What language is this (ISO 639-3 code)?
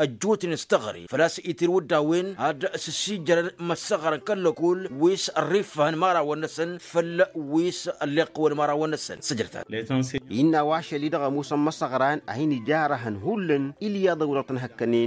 taq